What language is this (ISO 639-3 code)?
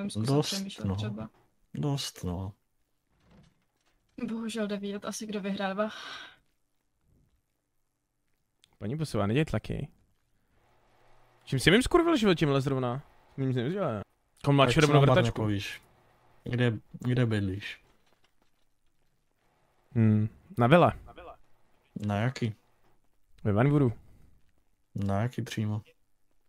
ces